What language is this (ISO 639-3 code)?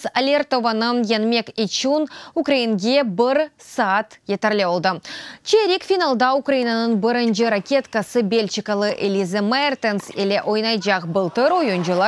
crh